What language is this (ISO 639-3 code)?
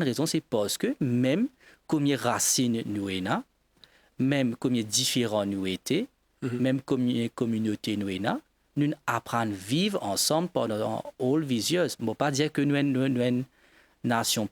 mfe